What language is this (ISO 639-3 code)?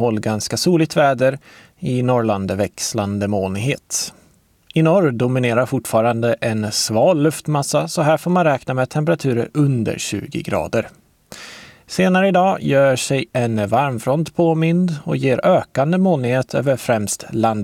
swe